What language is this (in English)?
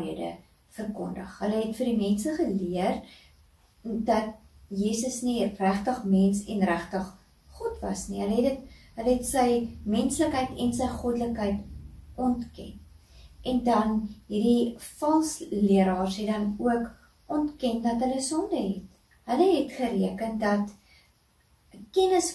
Afrikaans